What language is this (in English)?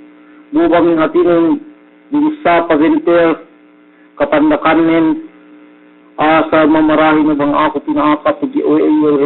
Yakan